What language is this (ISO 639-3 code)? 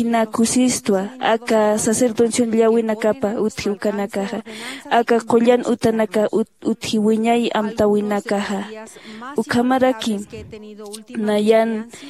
aym